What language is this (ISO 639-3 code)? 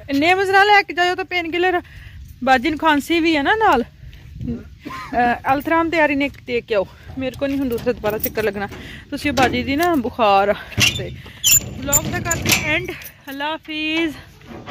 pan